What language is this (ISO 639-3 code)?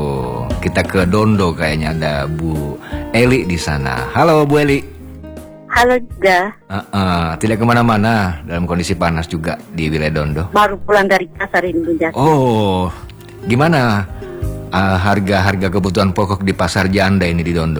ind